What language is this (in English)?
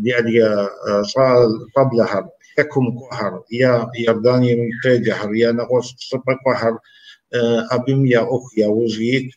Kabardian